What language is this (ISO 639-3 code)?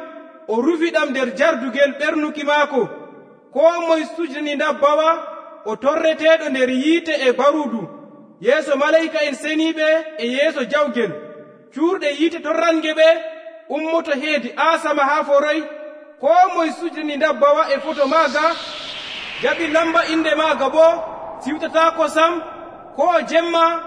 fuv